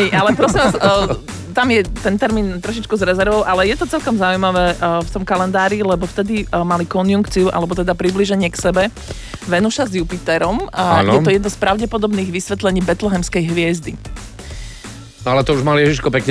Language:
Slovak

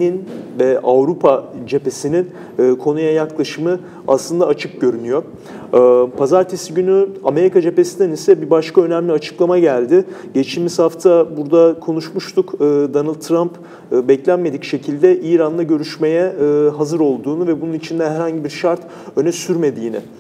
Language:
Turkish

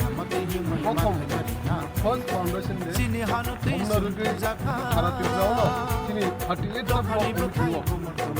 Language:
Kok Borok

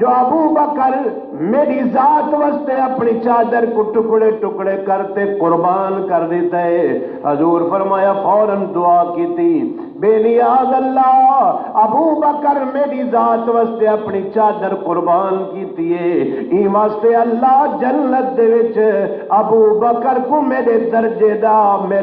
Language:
Saraiki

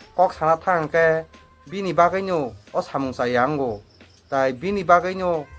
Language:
Kok Borok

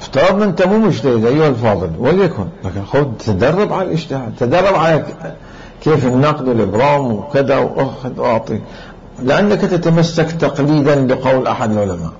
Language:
Mesopotamian Arabic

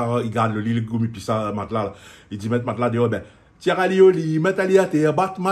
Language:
Réunion Creole French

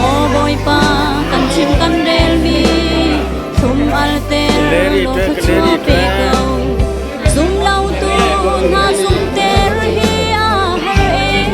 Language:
Hakha Chin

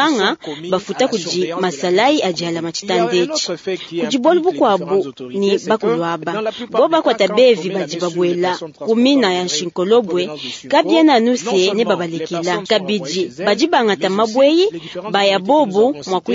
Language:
Luba-Lulua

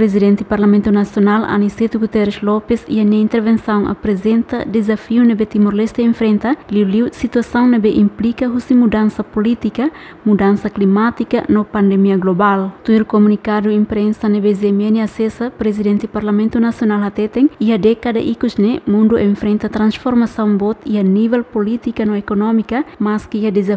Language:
Tetum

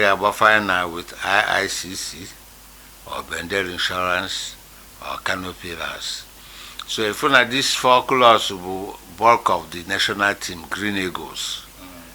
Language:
Igbo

